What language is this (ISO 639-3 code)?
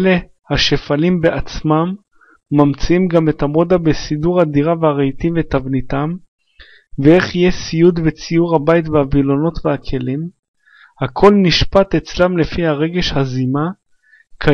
heb